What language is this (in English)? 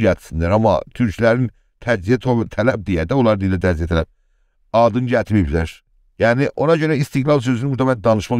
South Azerbaijani